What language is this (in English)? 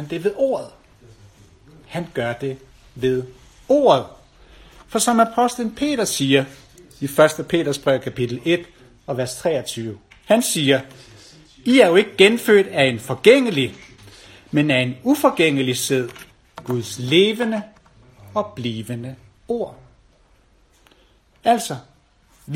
Danish